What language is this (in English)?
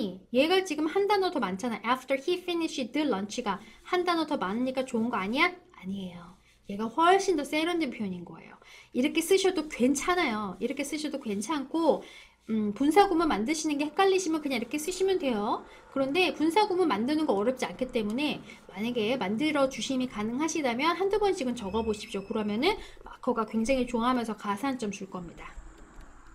Korean